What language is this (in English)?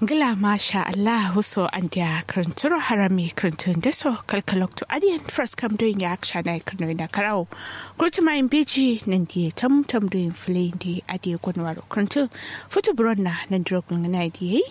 Kanuri